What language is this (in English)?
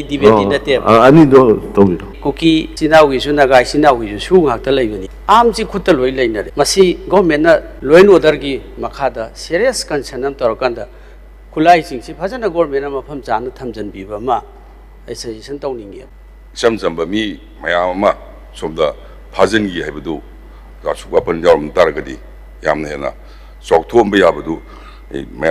Manipuri